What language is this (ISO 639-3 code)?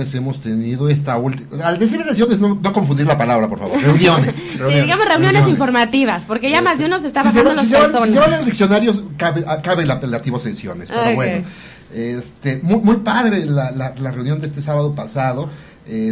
spa